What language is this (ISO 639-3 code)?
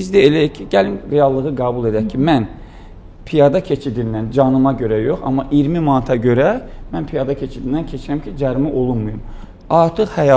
aze